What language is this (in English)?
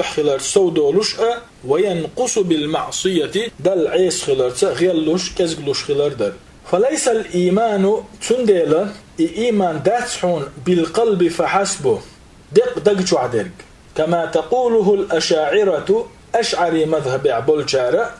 Chechen